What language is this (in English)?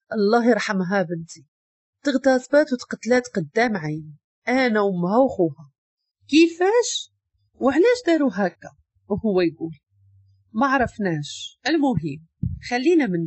Moroccan Arabic